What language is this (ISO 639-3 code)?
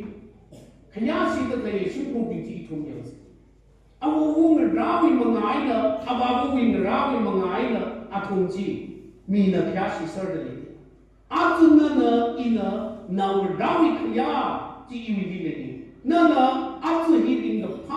nmf